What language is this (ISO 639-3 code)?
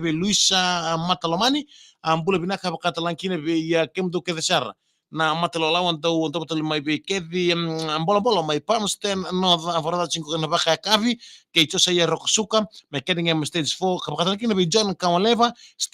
fij